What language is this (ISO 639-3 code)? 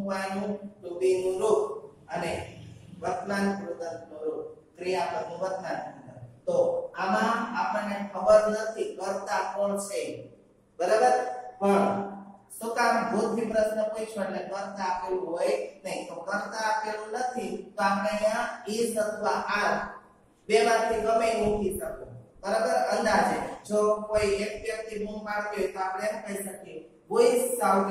guj